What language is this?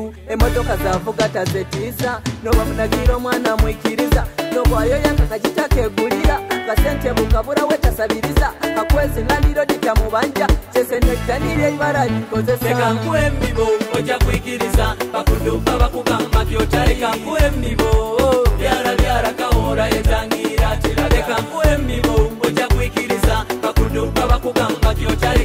Nyoro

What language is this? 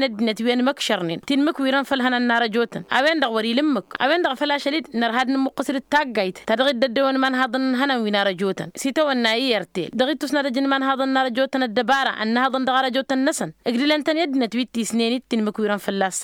Tamasheq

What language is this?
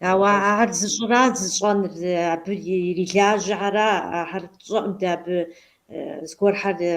Kabardian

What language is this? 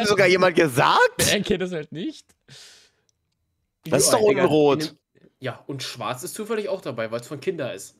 German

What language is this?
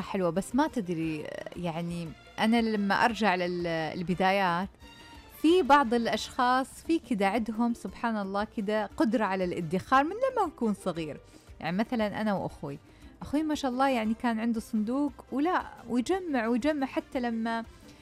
Najdi Arabic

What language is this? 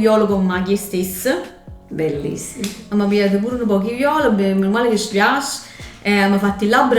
Neapolitan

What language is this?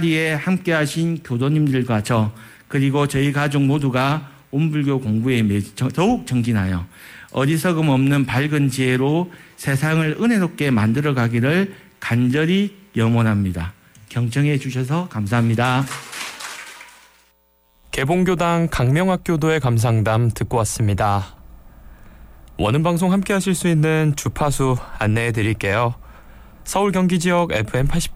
Korean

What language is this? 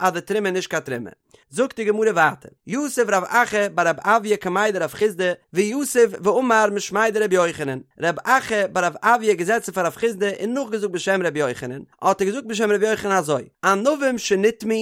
Yiddish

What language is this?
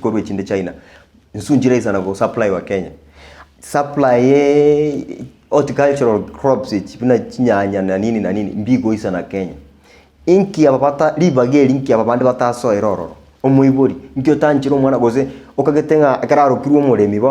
Gusii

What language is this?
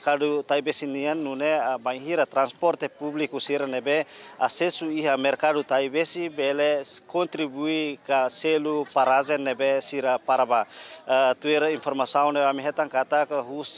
Tetum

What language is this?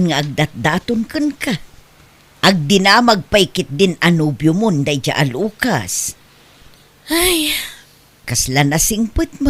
Iloko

